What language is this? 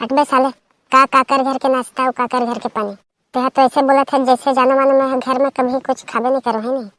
Chhattisgarhi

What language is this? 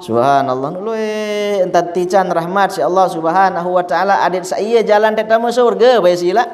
Sasak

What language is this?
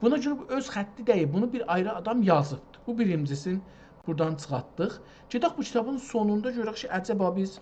South Azerbaijani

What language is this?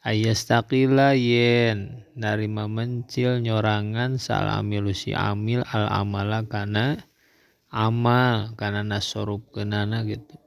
Sundanese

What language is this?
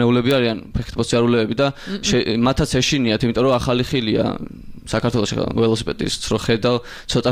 Georgian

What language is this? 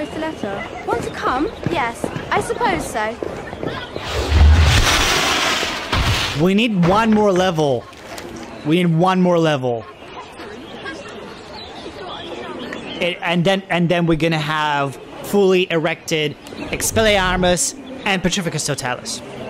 English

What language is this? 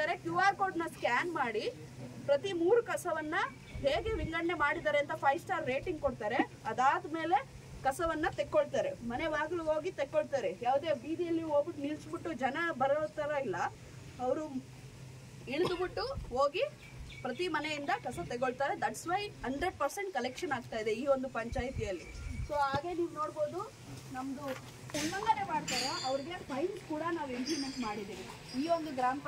Kannada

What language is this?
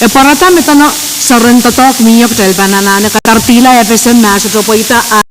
Pohnpeian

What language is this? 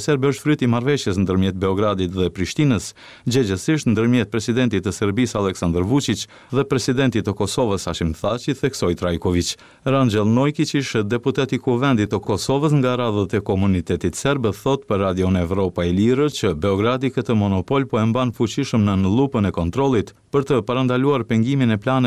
Albanian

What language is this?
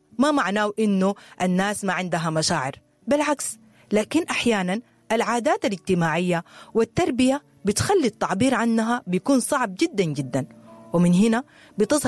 Sudanese Arabic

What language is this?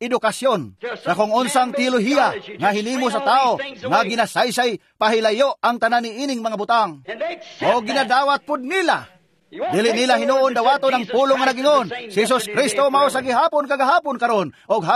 Cebuano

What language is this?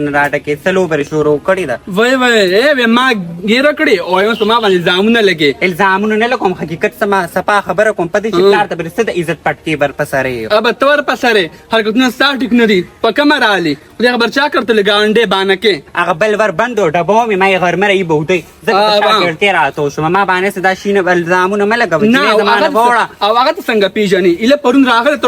Pashto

